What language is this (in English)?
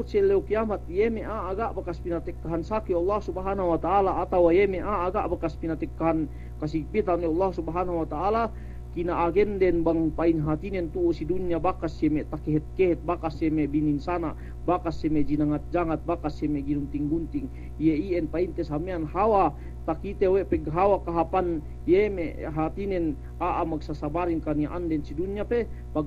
Yakan